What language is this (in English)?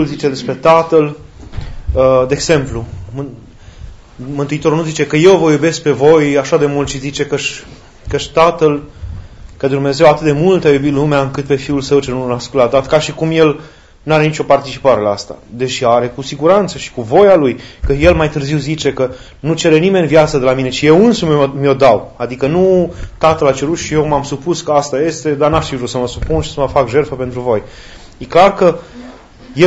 Romanian